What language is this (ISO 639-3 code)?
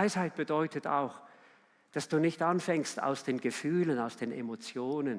gsw